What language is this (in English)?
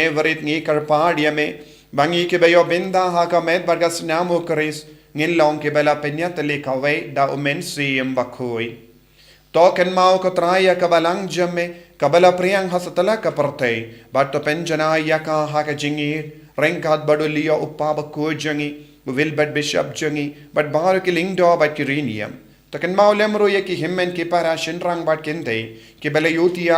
Khasi